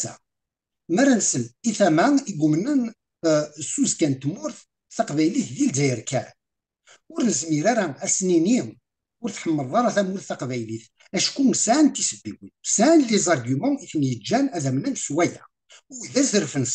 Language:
Kabyle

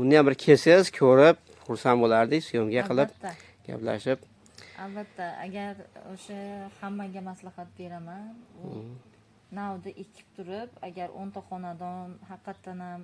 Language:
Uzbek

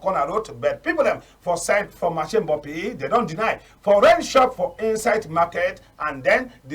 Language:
Cameroon Pidgin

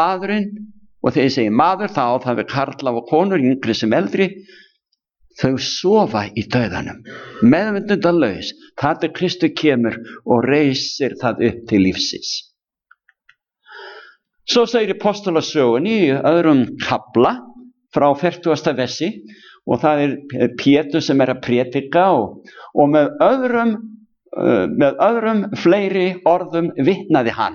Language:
Icelandic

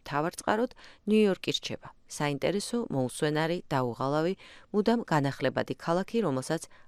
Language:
Georgian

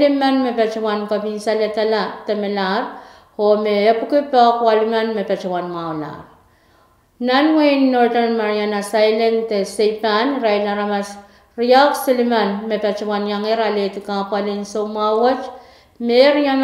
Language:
Pohnpeian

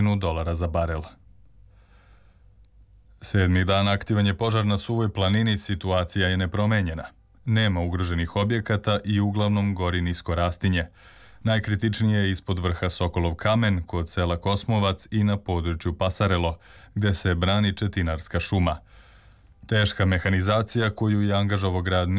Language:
Serbian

